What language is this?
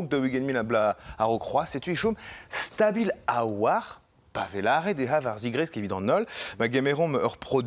Breton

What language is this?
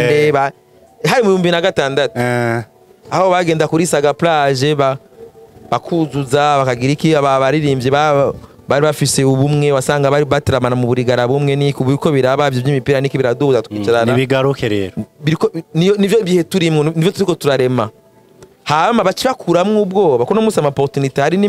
Rundi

